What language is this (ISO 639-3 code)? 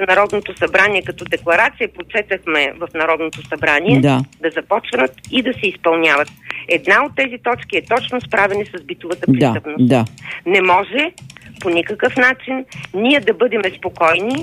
bul